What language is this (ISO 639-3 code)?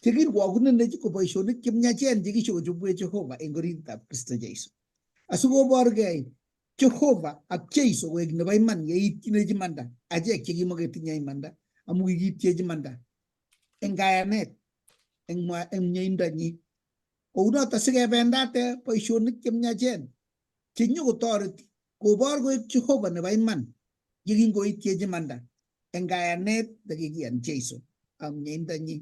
kln